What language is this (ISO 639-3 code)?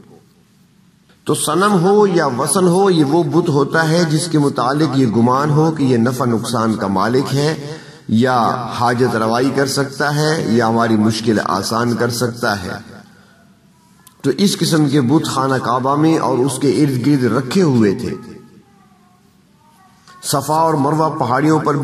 urd